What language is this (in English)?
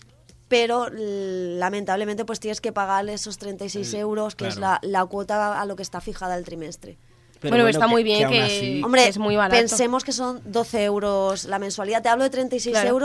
Spanish